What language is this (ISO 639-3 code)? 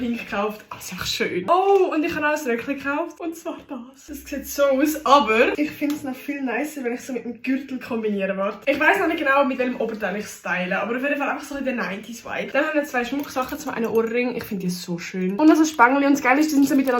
gsw